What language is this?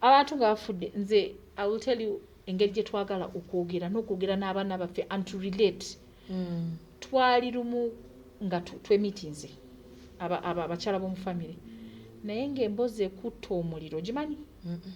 Ganda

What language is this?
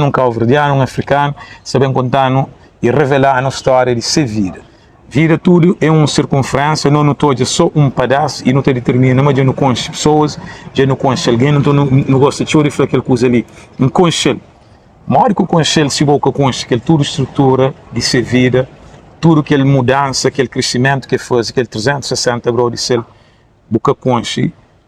Kabuverdianu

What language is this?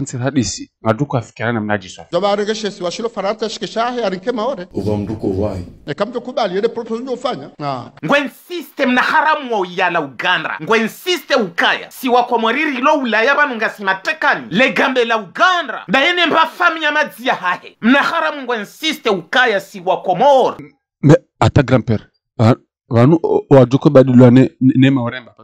Ngazidja Comorian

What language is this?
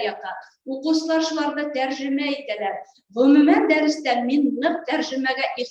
Bashkir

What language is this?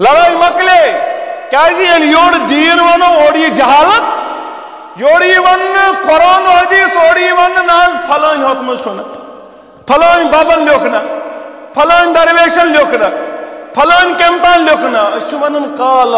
Kashmiri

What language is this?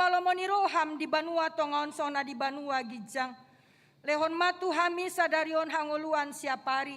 Batak Toba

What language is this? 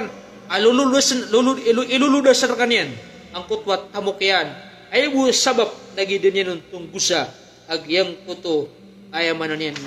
Maranao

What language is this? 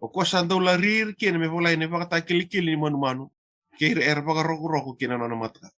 Fijian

